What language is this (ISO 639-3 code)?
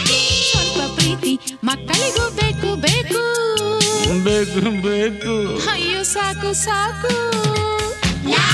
kan